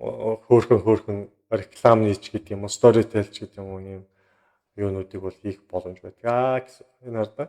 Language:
Mongolian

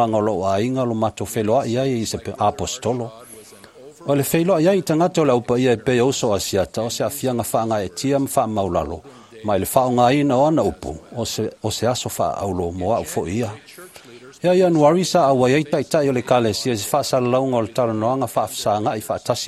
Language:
Samoan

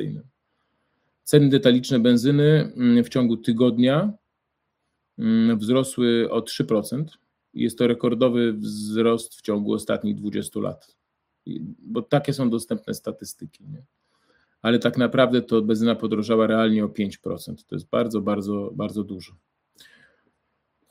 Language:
Polish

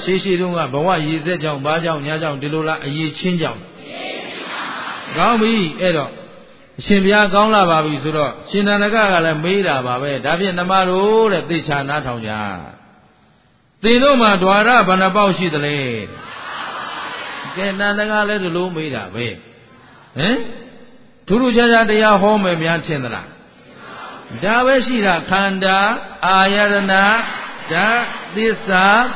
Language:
Burmese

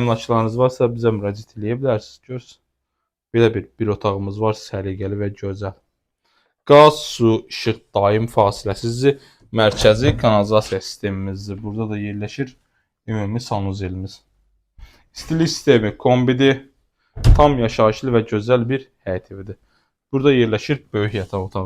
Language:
Azerbaijani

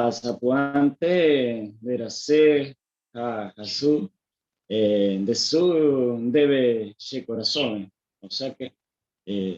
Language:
Guarani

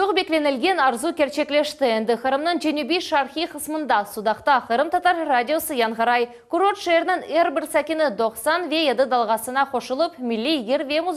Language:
Crimean Tatar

